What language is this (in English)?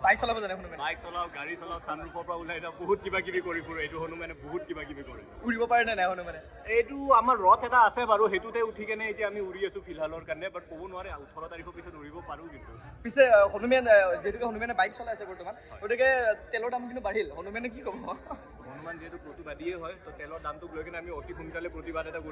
Assamese